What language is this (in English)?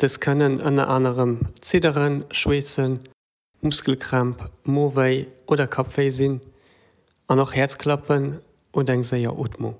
Luxembourgish